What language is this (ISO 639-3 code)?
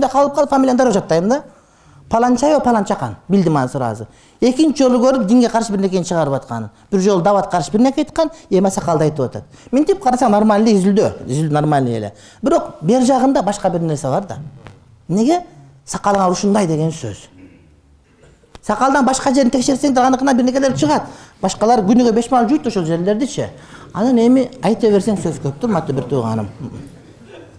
kir